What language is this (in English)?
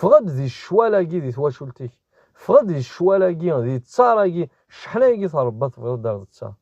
Kabyle